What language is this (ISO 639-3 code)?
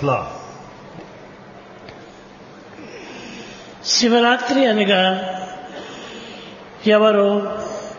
tel